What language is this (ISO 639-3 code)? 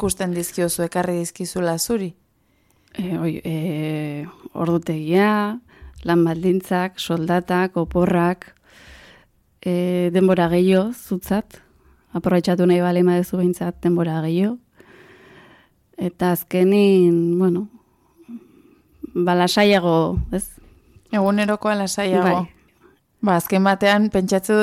eus